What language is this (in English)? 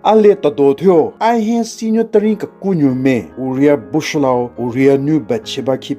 Southern Rengma Naga